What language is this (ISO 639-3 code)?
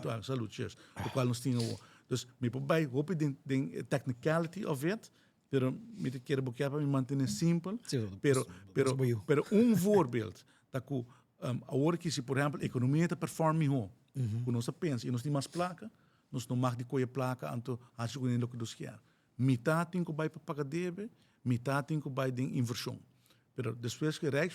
pap